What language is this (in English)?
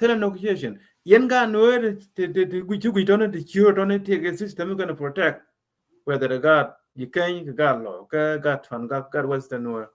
Nuer